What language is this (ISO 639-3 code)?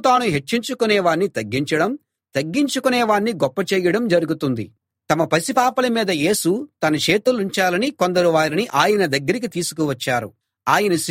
tel